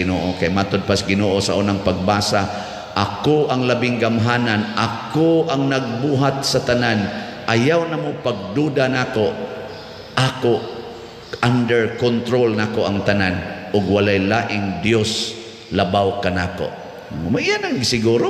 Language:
Cebuano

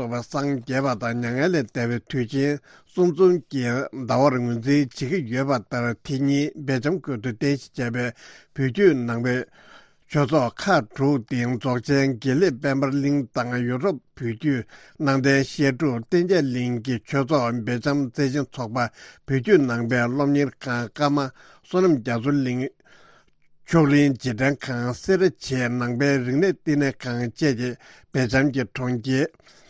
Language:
Tibetan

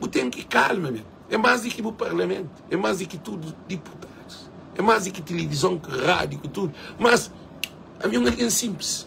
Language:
Kabuverdianu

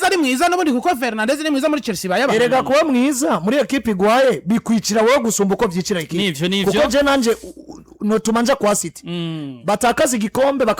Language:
Rundi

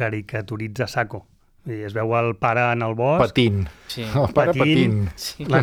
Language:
Catalan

